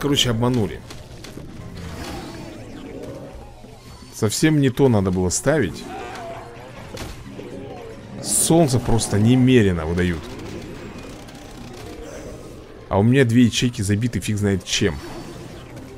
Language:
Russian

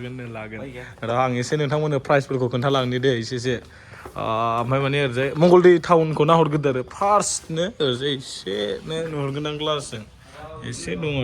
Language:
Bodo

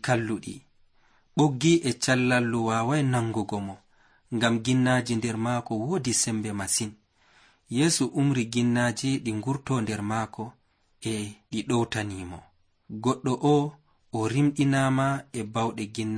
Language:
Nigerian Fulfulde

